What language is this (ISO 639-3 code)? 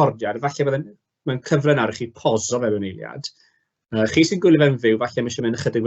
cym